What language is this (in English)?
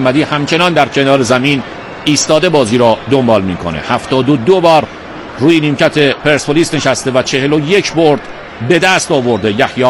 Persian